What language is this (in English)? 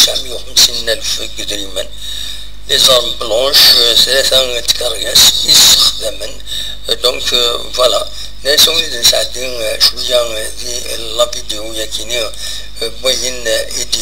Kabyle